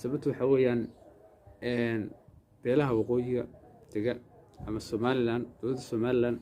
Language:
Somali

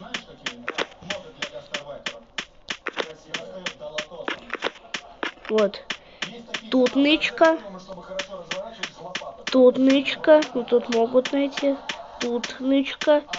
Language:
Russian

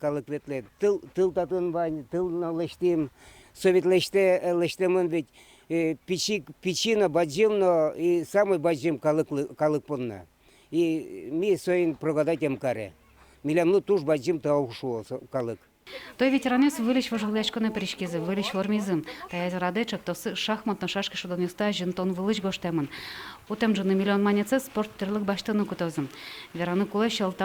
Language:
Udmurt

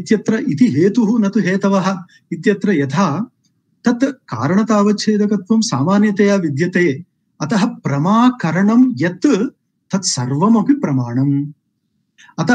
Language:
Sanskrit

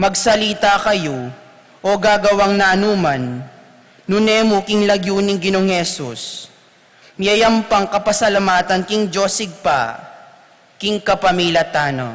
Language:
Pampanga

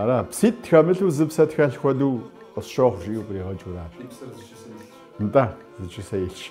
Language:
Kabardian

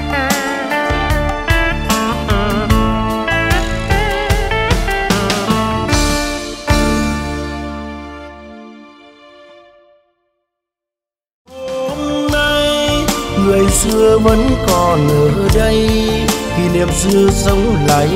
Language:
Vietnamese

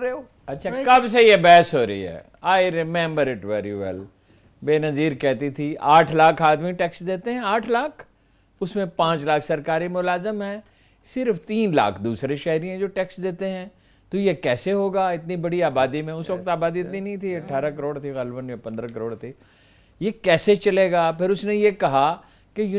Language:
Urdu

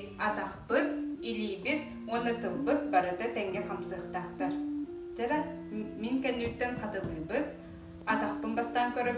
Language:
Yakut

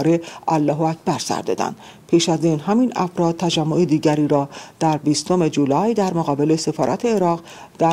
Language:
Persian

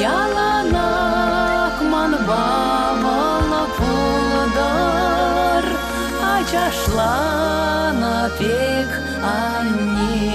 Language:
Chuvash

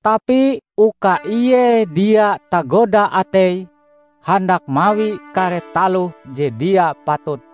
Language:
Ngaju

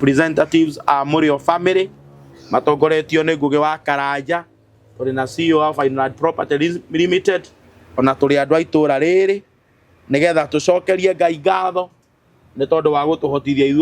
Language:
Kikuyu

